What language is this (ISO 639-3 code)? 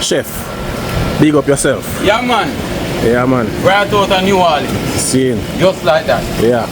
jam